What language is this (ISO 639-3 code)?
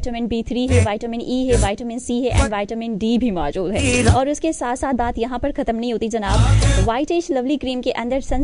hin